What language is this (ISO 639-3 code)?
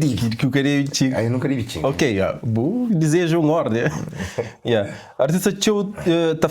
kea